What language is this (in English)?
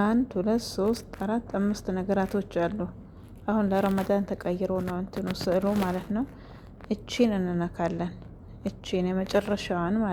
Amharic